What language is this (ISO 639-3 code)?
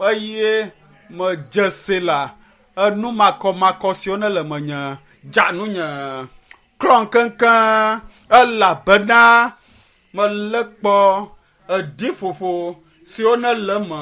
ewe